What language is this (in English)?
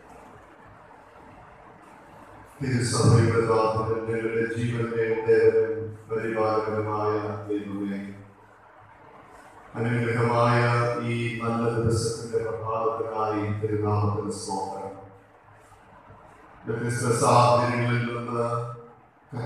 Malayalam